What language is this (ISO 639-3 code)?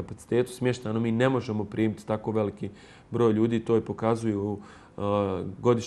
bos